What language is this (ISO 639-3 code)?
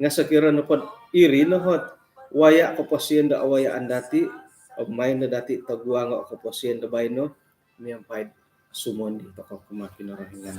dtp